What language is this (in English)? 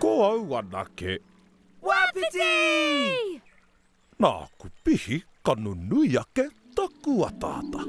Māori